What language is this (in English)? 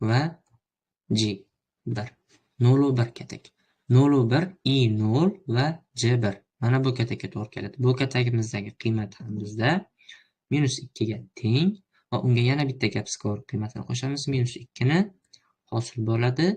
Uzbek